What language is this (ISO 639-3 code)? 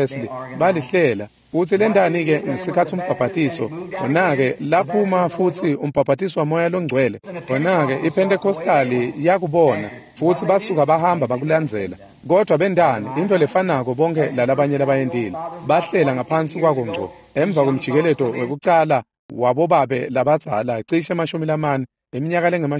ssw